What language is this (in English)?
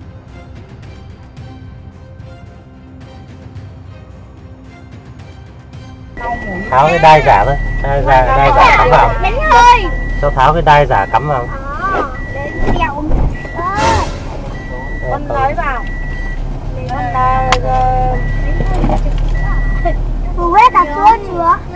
Vietnamese